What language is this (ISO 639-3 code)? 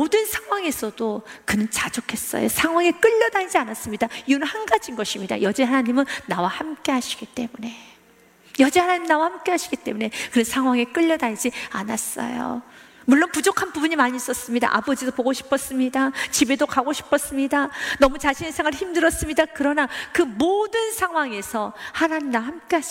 kor